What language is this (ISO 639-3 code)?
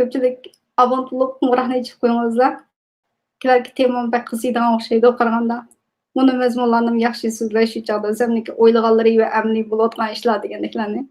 uig